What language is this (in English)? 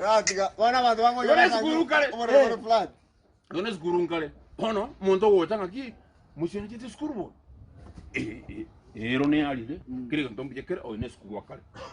Gusii